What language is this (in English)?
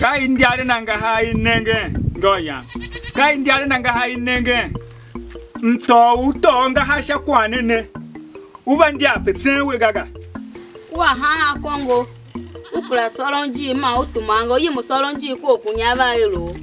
Tiv